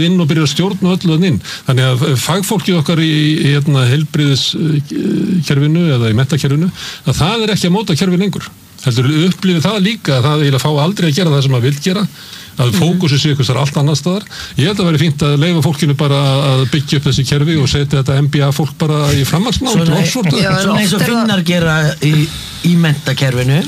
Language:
Icelandic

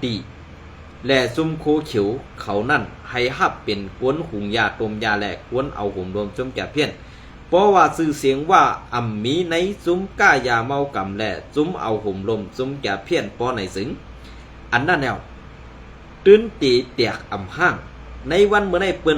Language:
Shan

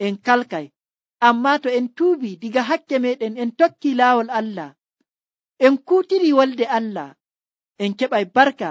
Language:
Nigerian Fulfulde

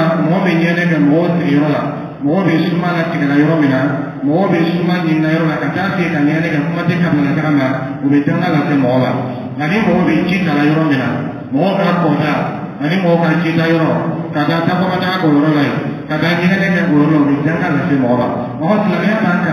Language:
Dyula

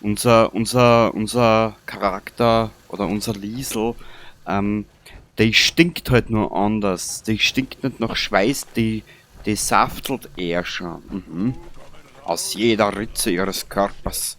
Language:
Bavarian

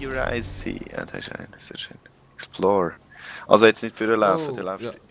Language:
Swiss German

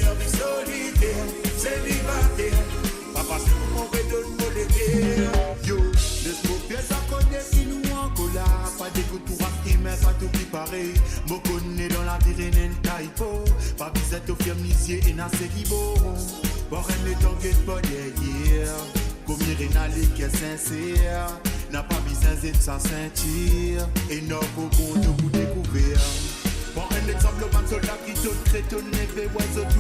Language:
Morisyen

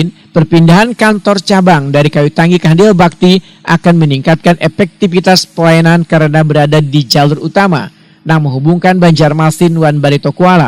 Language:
Banjar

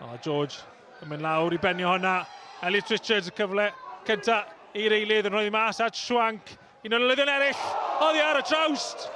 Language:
Welsh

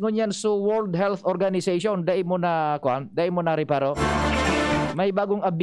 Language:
Bikol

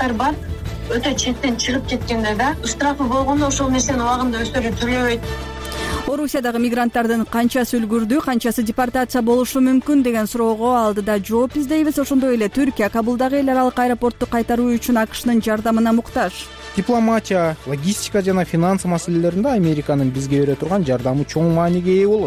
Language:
Kyrgyz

